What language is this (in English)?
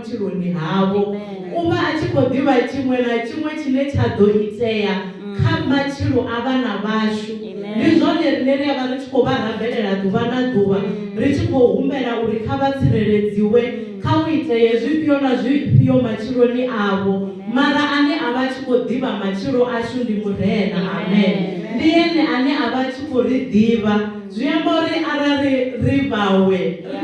Venda